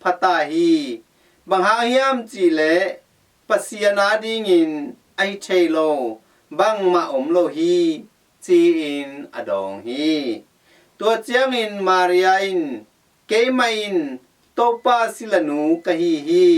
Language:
Tedim Chin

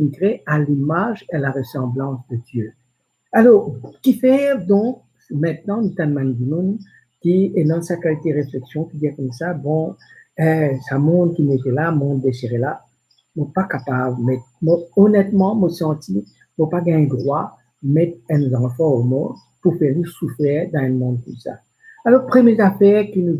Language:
Morisyen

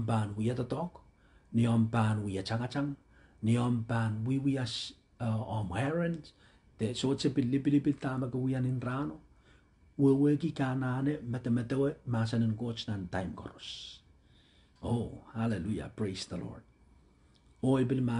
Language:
Pohnpeian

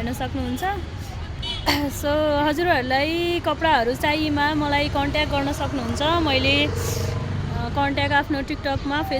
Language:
Nepali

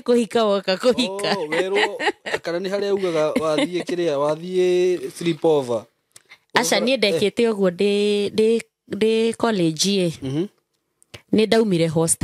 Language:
Kikuyu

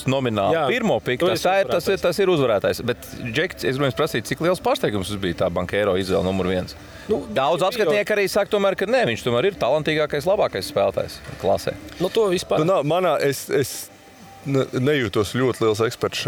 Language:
Latvian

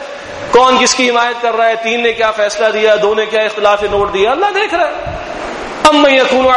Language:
Urdu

